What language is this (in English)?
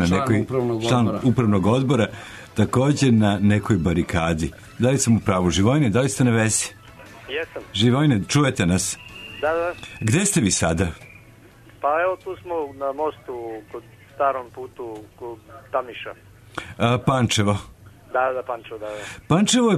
Serbian